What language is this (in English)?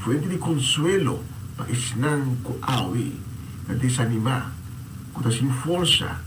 Papiamento